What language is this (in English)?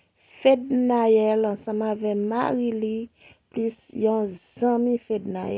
Haitian Creole